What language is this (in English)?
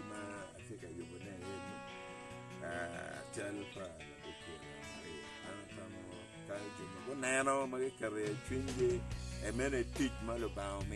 Acoli